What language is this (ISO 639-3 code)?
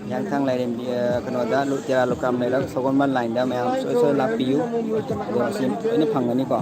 mni